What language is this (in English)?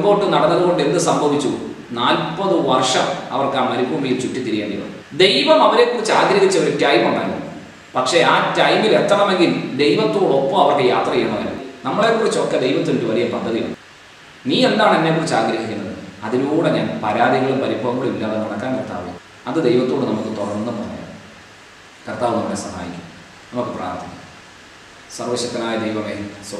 Malayalam